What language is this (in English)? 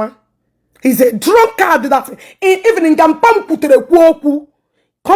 Igbo